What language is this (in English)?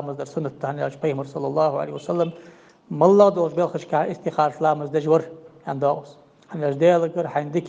Ingush